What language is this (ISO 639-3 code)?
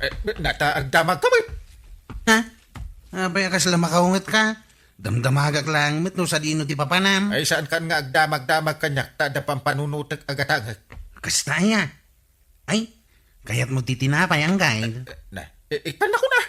ilo